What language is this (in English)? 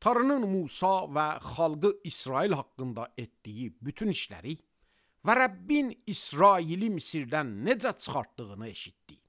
Azerbaijani